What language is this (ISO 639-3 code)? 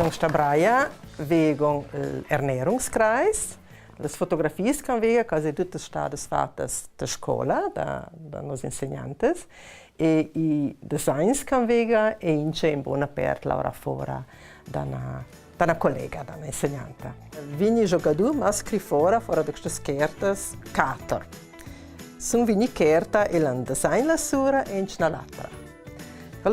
lld